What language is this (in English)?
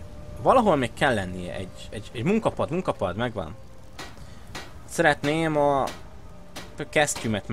Hungarian